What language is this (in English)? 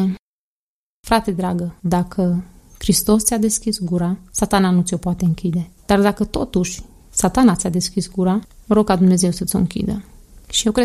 Romanian